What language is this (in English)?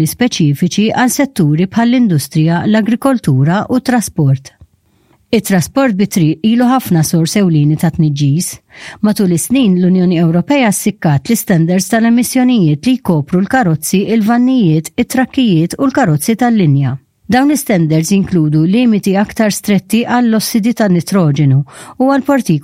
Maltese